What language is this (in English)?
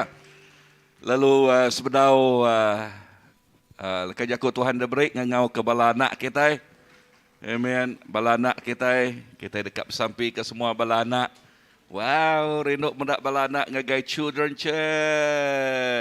Iban